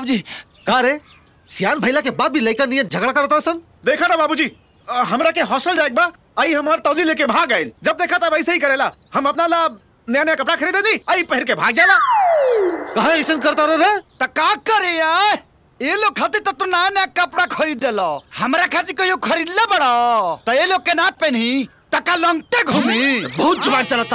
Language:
Bhojpuri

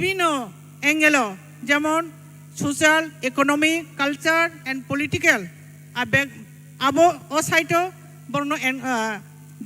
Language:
Kok Borok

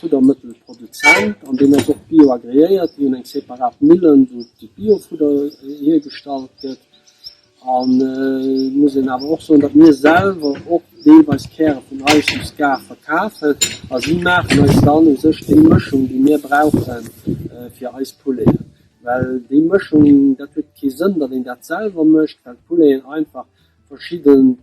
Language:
Luxembourgish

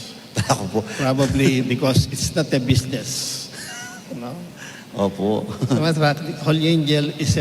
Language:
Pampanga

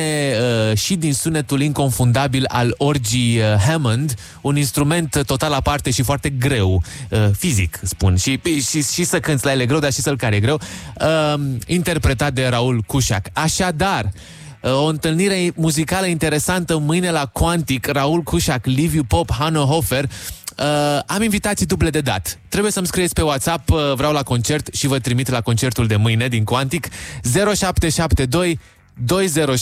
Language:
Romanian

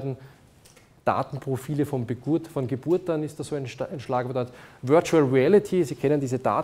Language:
German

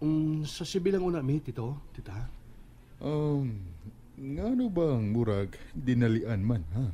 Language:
Cebuano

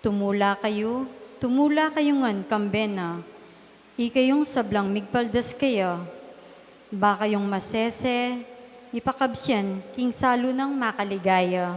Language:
Pampanga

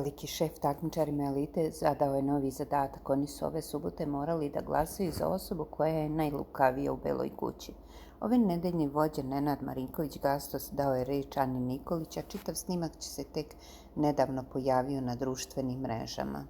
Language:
Serbian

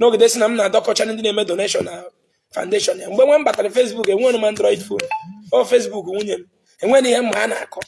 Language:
Igbo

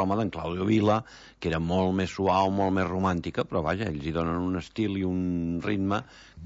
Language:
Catalan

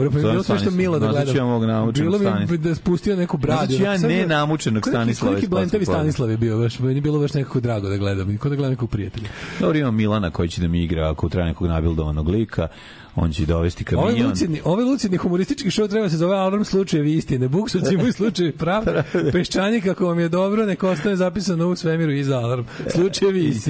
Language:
Serbian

